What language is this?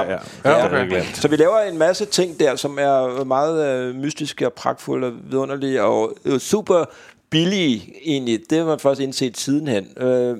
Danish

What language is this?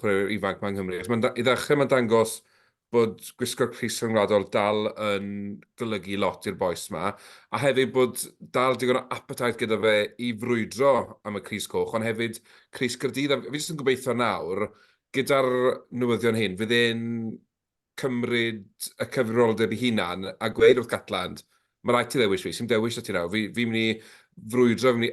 Welsh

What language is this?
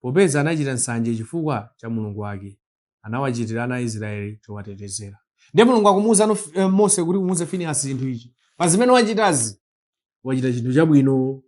Nyanja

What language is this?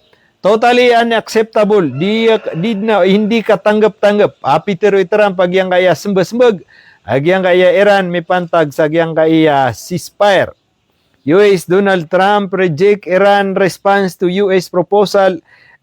Maranao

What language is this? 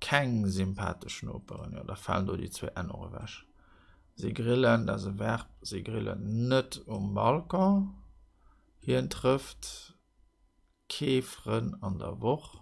Luxembourgish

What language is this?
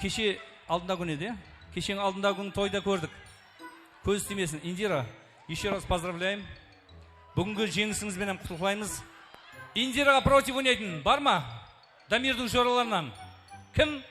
Kara-Kalpak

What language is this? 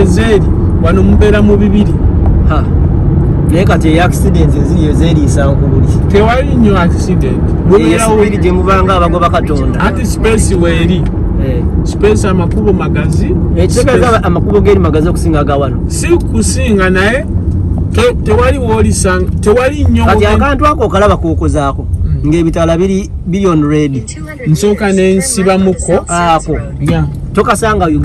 Ganda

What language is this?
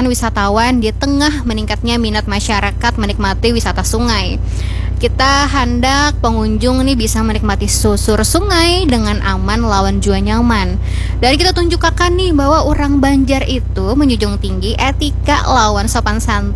Banjar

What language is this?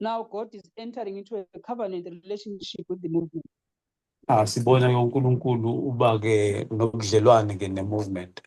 Zulu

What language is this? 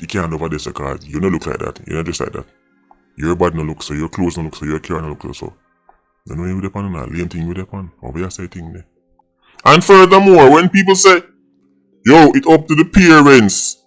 Jamaican Creole English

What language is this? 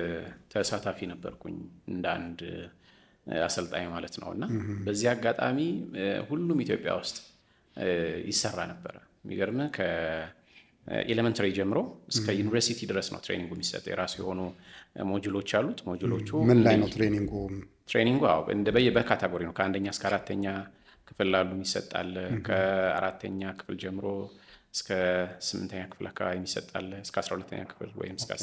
Amharic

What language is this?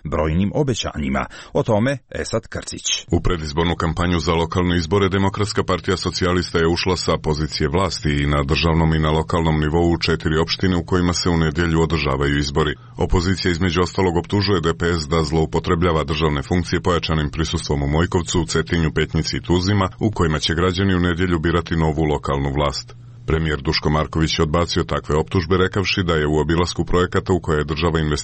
Serbian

